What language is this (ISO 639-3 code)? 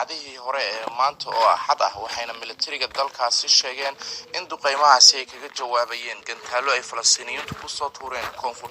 som